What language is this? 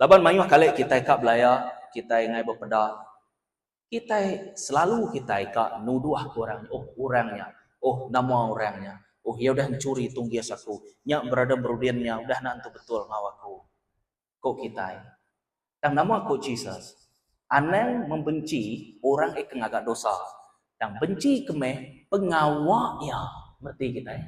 Iban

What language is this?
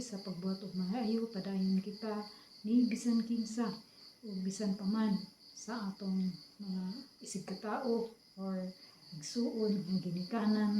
Cebuano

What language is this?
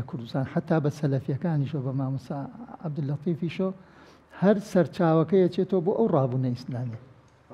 Central Kurdish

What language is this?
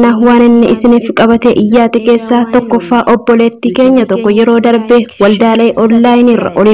Oromo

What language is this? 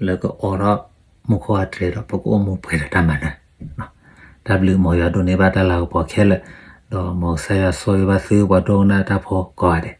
S'gaw Karen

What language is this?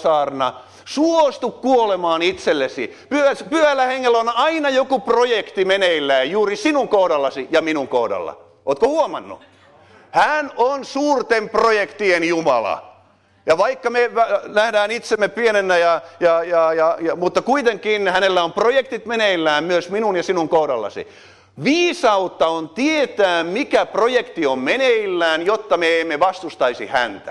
Finnish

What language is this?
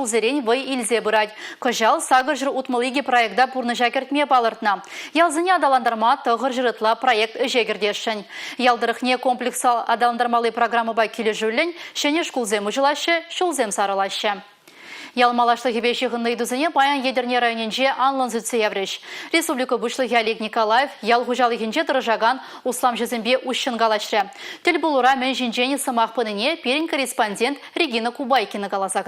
Chuvash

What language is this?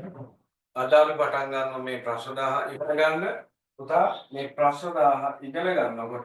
Sinhala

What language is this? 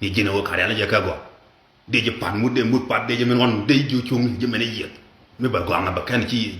Nuer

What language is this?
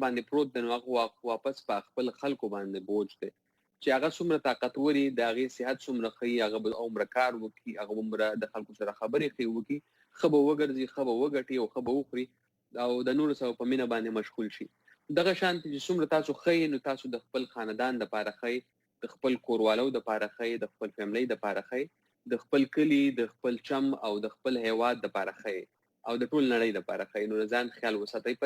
Pashto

